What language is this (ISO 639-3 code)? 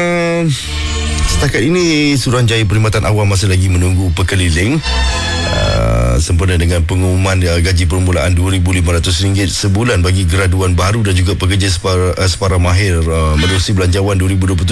msa